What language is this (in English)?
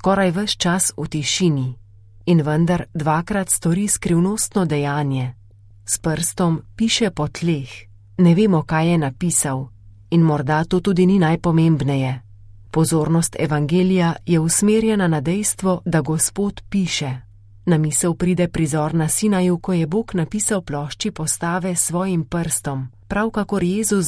Slovenian